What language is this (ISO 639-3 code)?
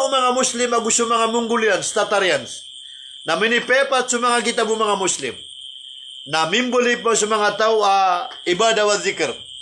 mrw